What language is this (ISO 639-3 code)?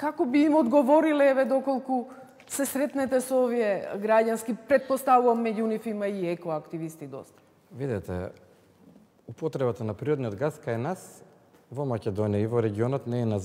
mkd